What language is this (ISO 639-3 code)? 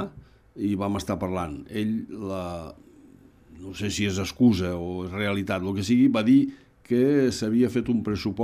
cat